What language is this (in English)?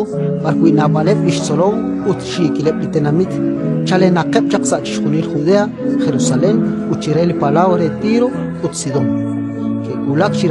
Kekchí